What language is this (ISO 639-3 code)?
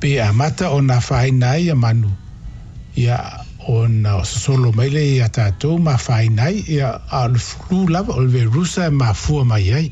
smo